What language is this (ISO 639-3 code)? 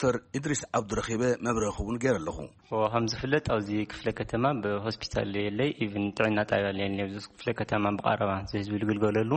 tir